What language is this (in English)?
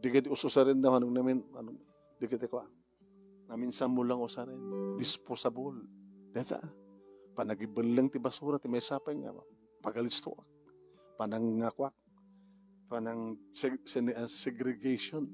Iloko